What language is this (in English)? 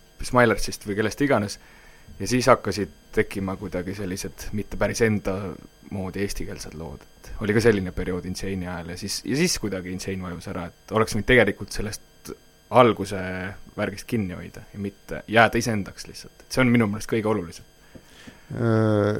Estonian